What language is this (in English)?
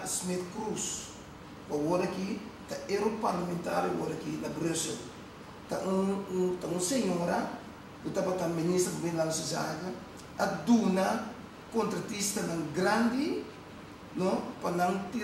Papiamento